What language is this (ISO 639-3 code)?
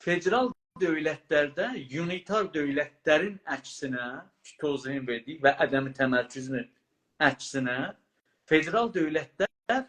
azb